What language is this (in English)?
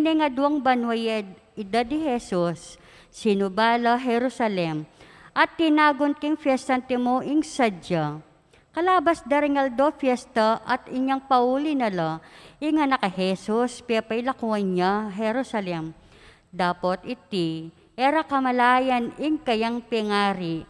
Pampanga